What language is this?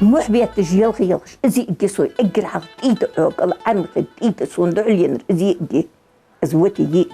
Ingush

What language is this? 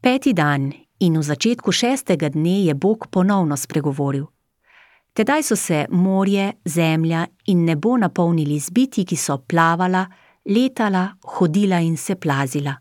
Slovenian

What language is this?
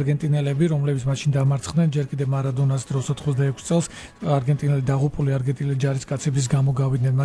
Georgian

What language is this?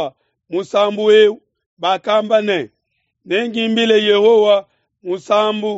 Luba-Lulua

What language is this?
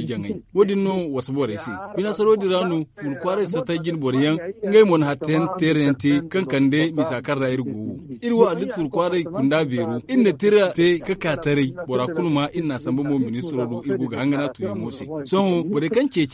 Zarma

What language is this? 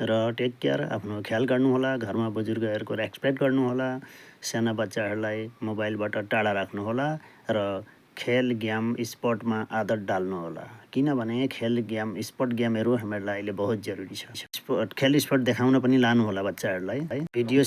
Nepali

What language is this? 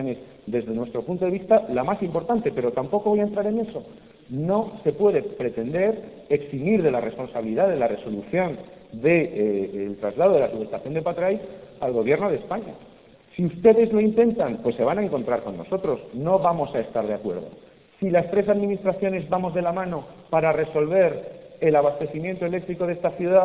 Spanish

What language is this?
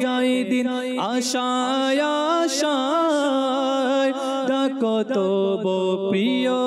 Bangla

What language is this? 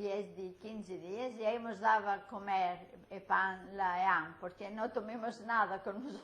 Ladino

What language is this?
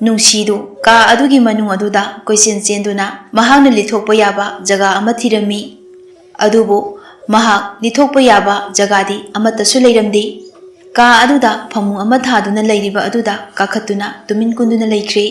Manipuri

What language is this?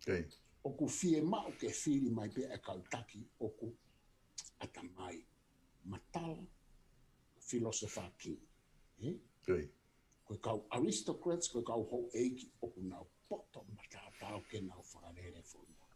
Tongan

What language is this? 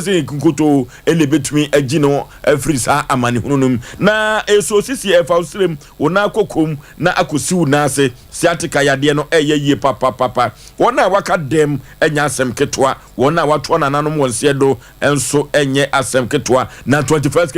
Akan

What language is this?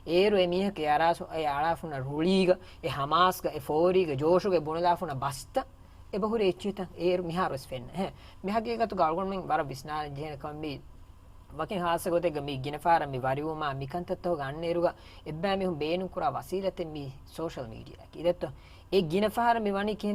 Divehi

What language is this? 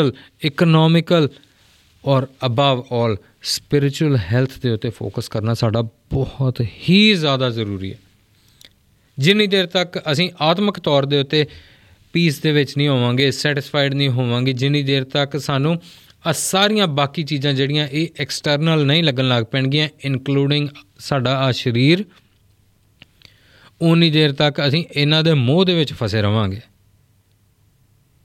Punjabi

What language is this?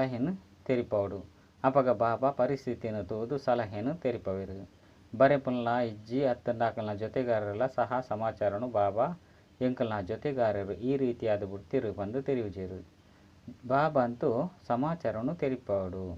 Tulu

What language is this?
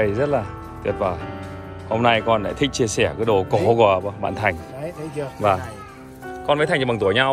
Vietnamese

